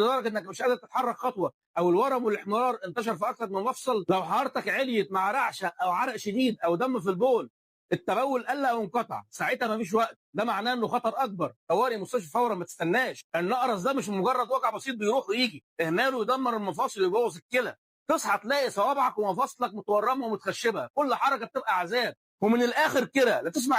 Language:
Egyptian Arabic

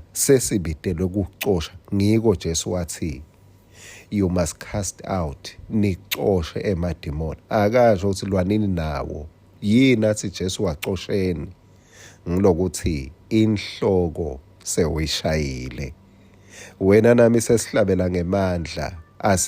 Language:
Swati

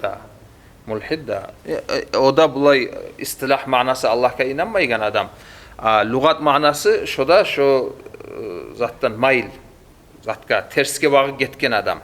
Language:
Kumyk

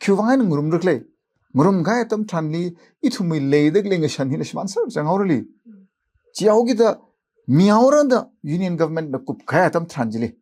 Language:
Tangkhul Naga (India)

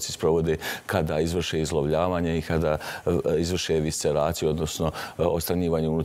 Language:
Croatian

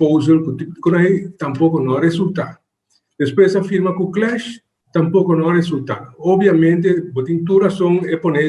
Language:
Papiamento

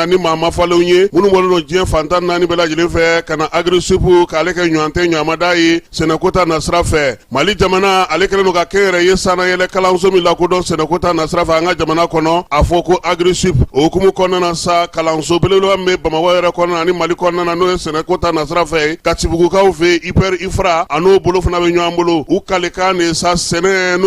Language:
Bambara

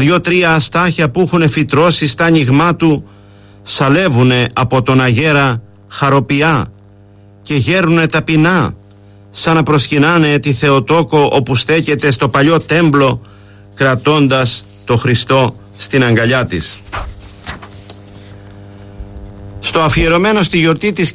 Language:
Greek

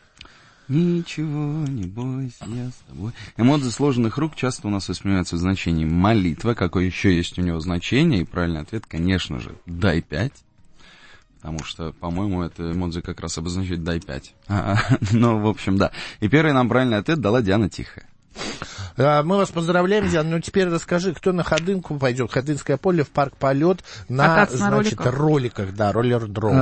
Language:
Russian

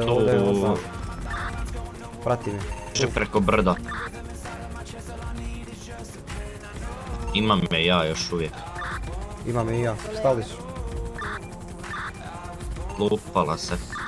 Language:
Croatian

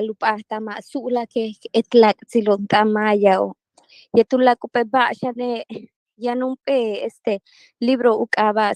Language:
Yucateco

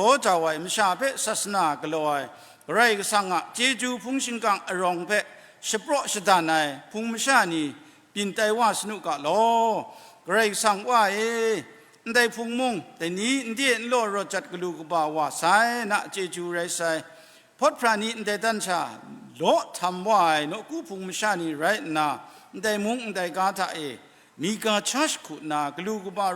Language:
Kachin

